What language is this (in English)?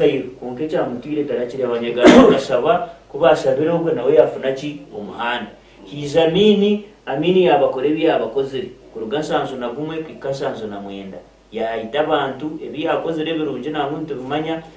Nyankole